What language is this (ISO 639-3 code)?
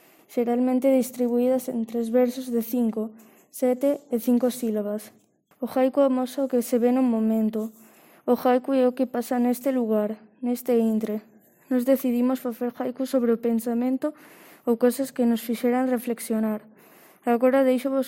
glg